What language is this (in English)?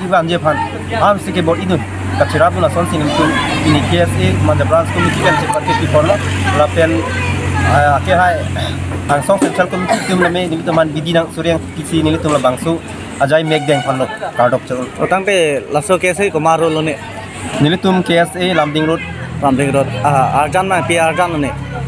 Karbi